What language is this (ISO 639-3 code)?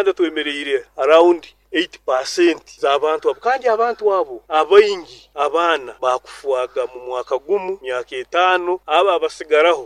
nyn